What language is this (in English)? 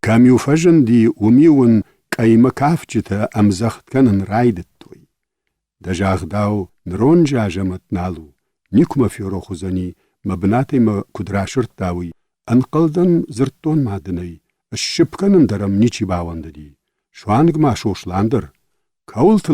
Ossetic